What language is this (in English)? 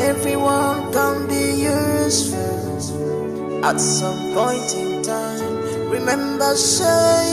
Nigerian Pidgin